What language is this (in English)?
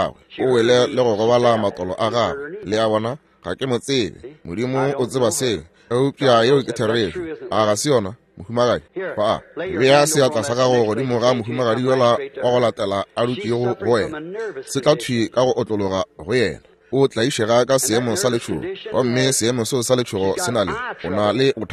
Northern Sotho